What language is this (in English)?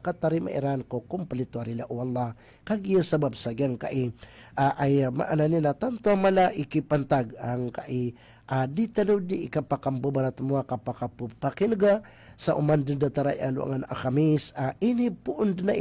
Maranao